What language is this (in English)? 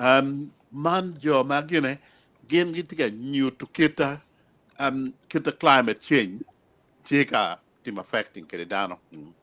Acoli